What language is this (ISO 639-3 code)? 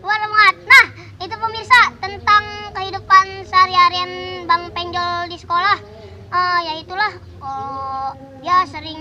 bew